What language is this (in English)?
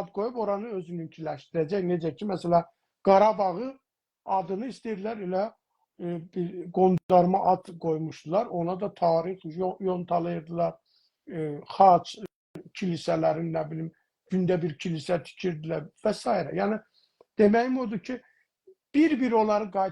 South Azerbaijani